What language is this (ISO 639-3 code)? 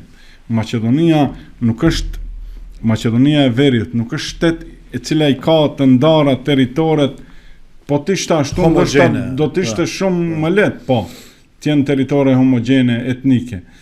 sqi